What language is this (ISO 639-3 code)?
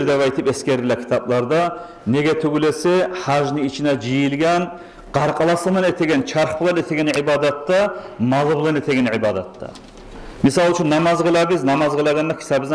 kum